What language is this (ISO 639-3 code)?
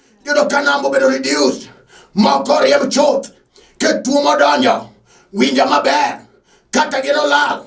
luo